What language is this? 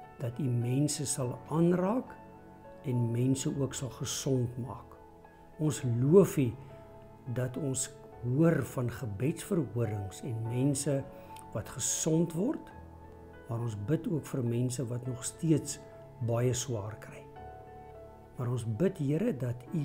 Afrikaans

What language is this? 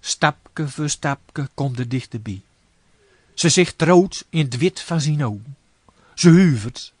Gronings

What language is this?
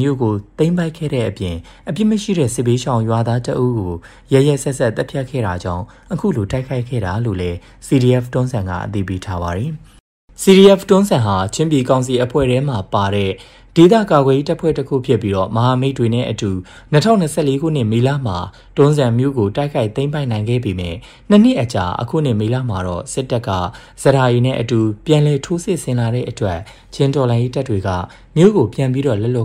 Burmese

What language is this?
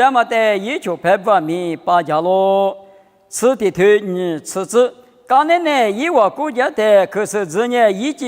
Lisu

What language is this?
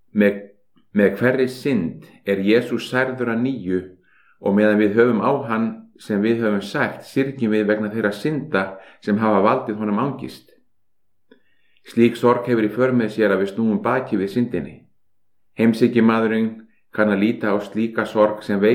Icelandic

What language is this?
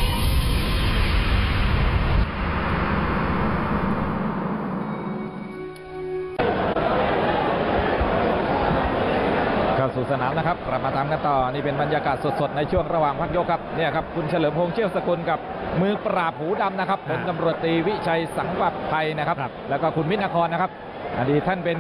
Thai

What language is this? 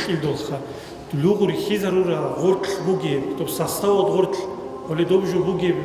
Avaric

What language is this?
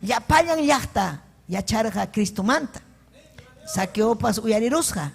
Ayacucho Quechua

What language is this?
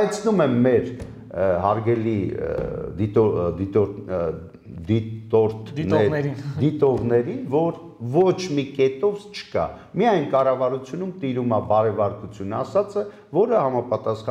Armenian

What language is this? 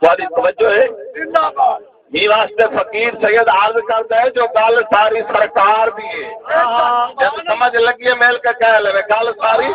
Saraiki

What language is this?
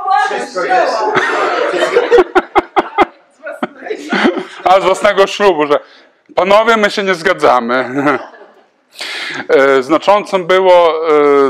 Polish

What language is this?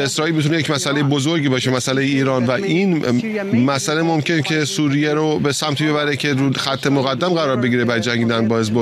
Persian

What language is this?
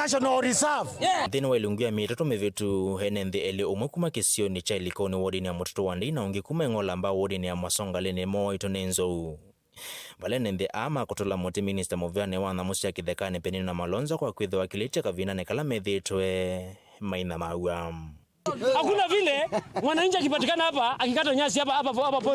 Kamba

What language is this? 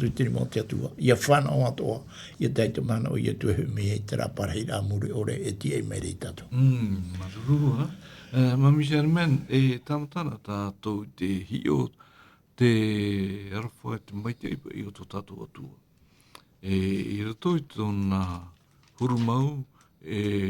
Tahitian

